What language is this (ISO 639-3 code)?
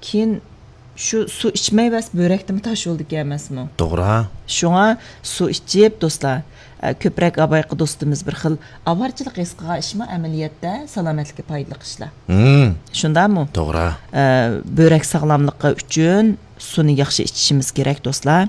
uig